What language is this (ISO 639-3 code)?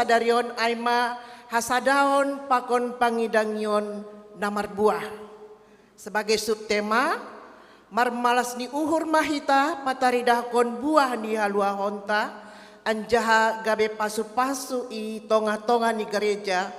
bts